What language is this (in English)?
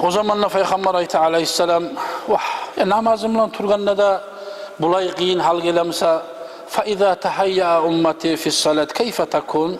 Kumyk